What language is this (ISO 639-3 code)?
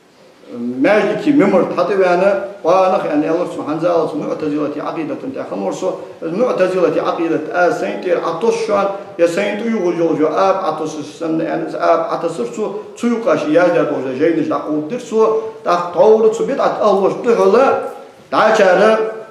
inh